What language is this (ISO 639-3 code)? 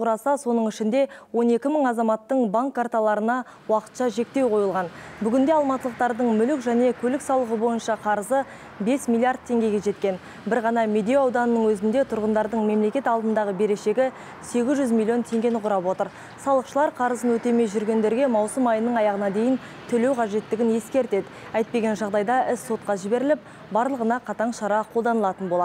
kaz